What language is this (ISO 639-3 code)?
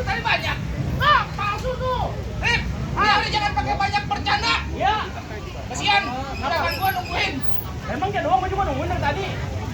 bew